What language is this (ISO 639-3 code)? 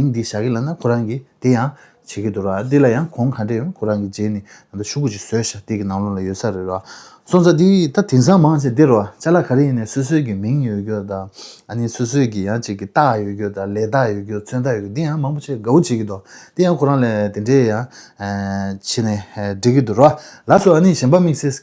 bod